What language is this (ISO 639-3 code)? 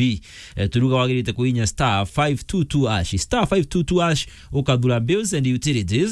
mer